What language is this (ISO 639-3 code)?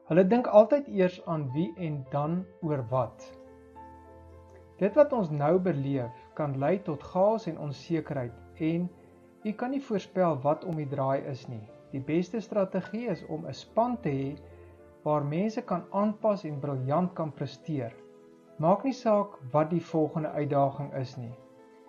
afr